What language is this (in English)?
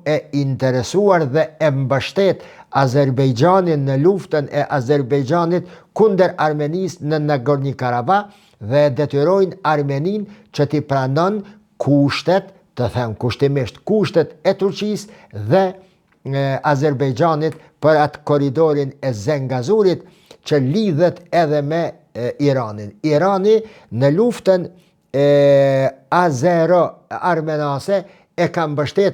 Albanian